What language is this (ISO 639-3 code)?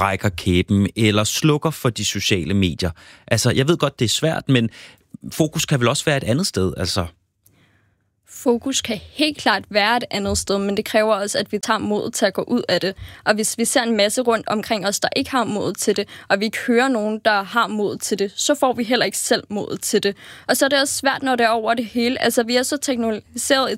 dan